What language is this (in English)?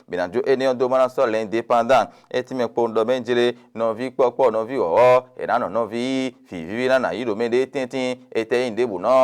Fon